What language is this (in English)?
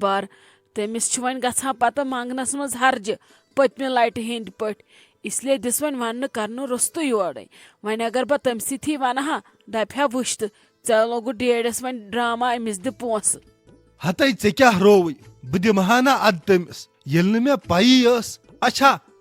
Kashmiri